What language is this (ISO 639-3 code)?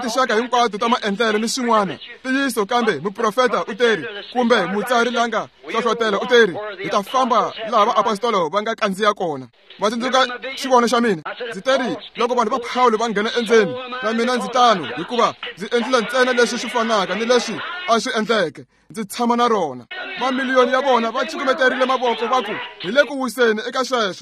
tso